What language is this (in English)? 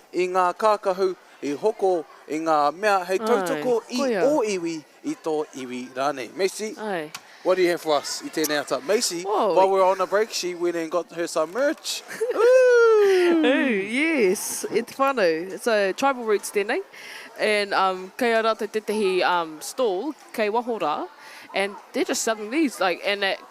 Māori